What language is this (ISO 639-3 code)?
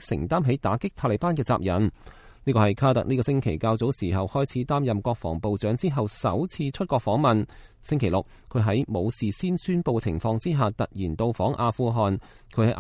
yue